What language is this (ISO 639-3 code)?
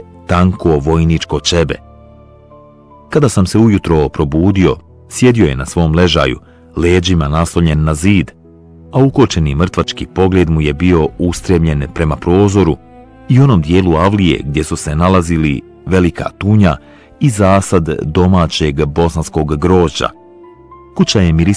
bos